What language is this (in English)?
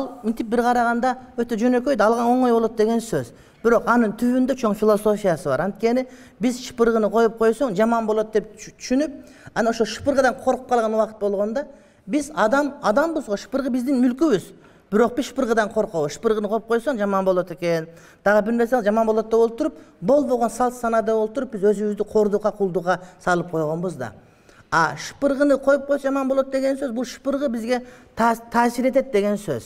Kyrgyz